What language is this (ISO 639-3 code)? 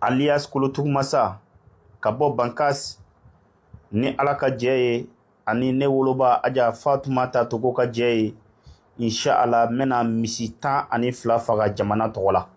bam